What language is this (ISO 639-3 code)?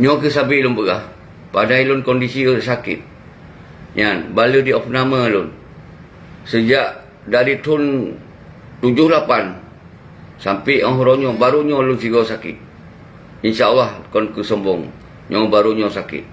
ace